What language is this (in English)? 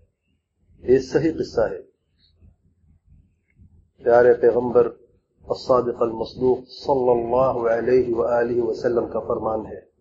Urdu